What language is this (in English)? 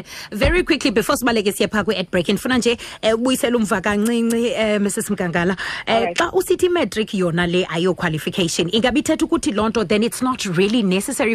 Xhosa